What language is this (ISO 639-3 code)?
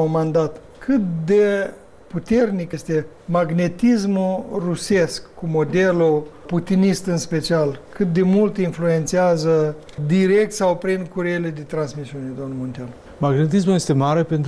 ron